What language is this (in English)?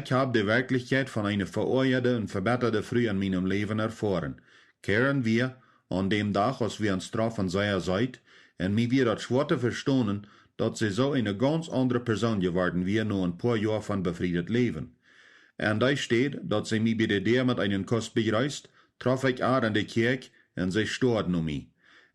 Plautdietsch